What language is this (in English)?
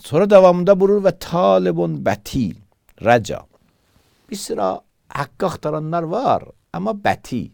Azerbaijani